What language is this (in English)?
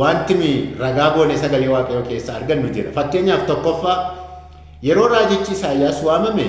Oromo